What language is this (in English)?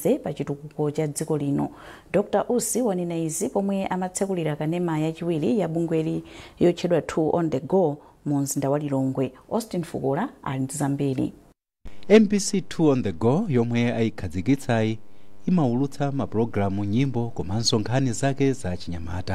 Nyanja